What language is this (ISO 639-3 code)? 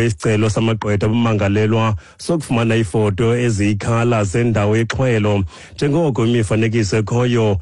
xho